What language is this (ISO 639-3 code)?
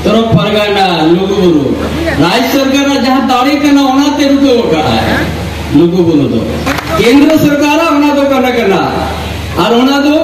sat